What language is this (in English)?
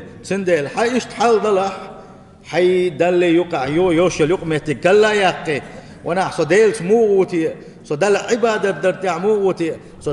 Chechen